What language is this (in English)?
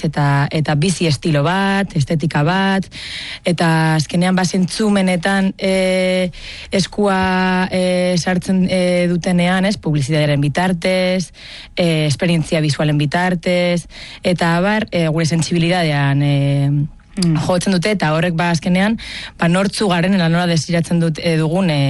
Basque